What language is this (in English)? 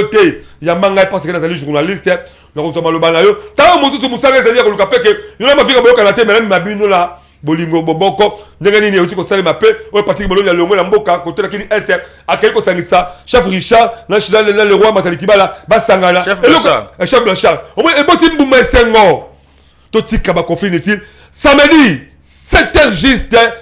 Lingala